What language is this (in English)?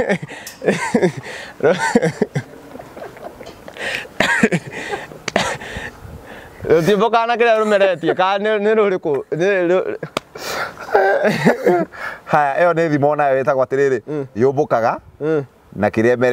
Kikuyu